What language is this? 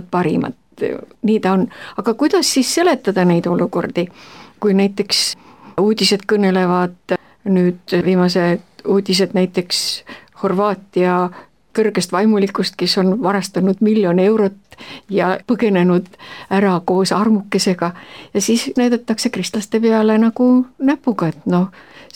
Estonian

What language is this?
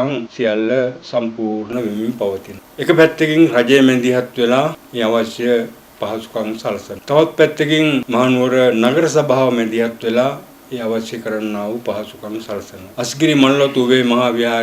Sinhala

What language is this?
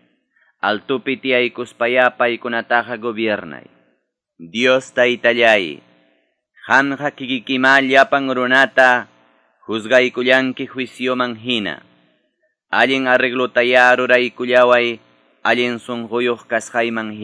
Quechua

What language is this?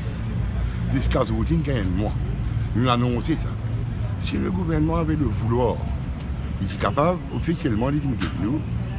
Morisyen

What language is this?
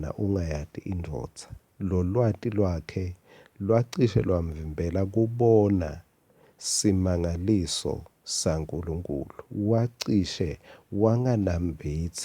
Swati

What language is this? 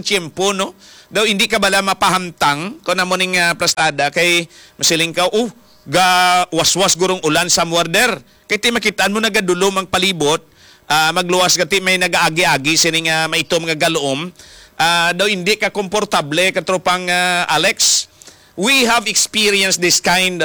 Hiligaynon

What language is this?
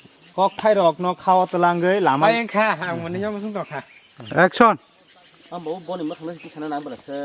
Kok Borok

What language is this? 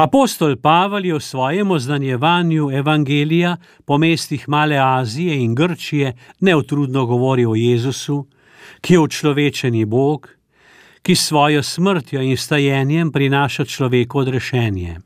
Slovenian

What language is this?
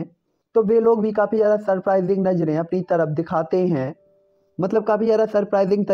Hindi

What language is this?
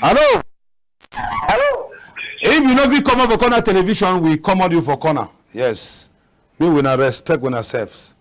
Cameroon Pidgin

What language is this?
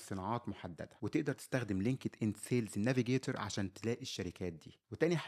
Egyptian Arabic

